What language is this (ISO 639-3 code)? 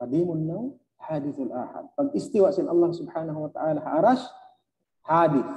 tsg